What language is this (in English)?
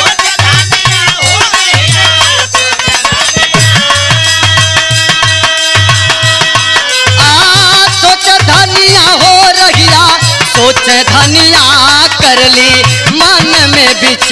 Bhojpuri